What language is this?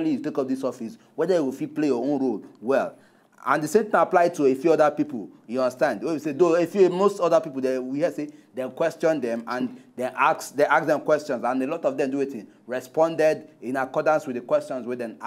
Nigerian Pidgin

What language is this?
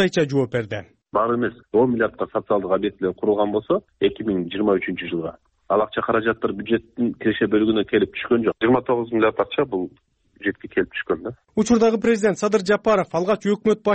Kyrgyz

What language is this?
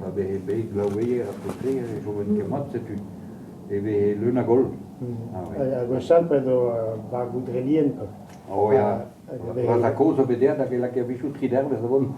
Breton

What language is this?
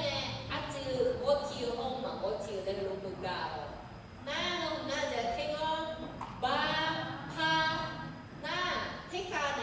Akha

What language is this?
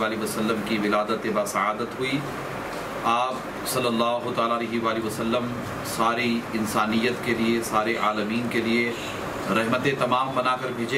Urdu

